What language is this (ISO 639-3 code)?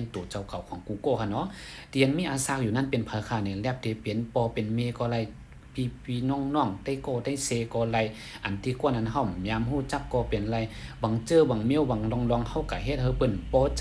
shn